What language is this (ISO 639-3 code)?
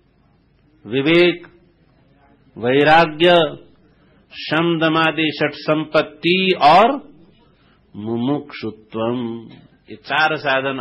hin